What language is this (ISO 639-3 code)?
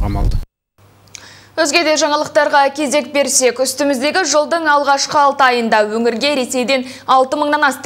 kaz